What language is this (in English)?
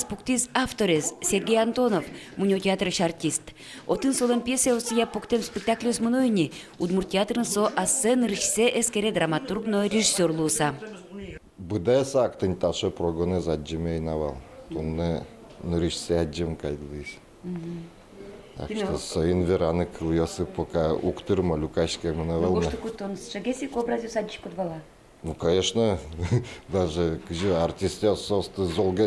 Udmurt